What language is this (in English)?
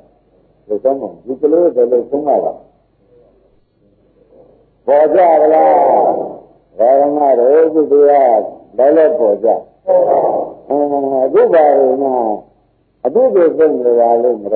Burmese